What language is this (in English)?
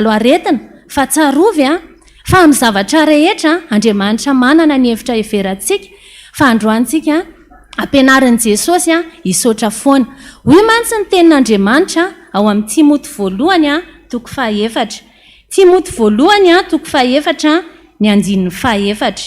Malagasy